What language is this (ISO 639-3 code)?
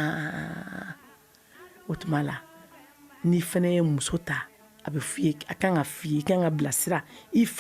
bam